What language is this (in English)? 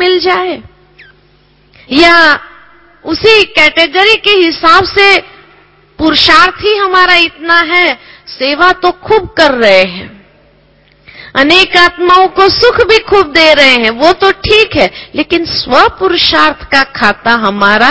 Hindi